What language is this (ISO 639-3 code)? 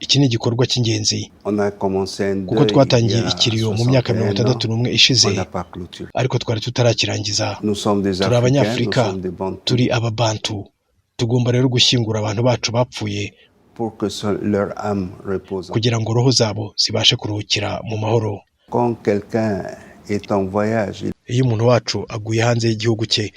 kin